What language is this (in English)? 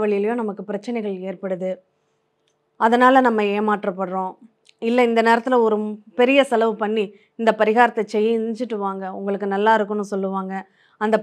Tamil